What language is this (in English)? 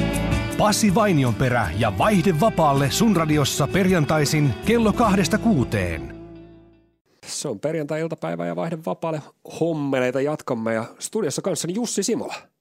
Finnish